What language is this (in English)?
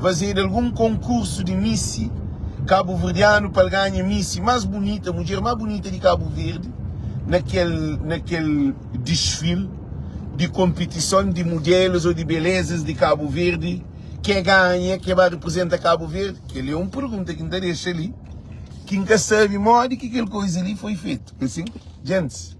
Kabuverdianu